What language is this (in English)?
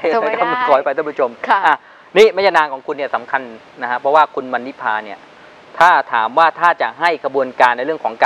Thai